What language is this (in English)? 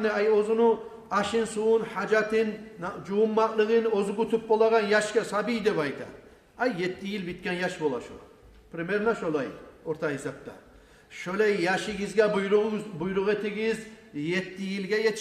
Kumyk